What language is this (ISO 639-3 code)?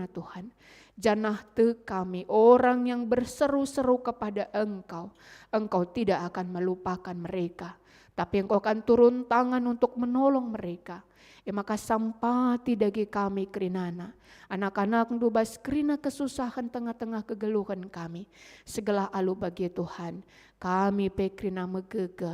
btx